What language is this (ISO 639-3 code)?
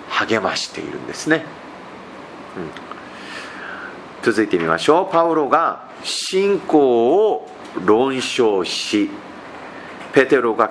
jpn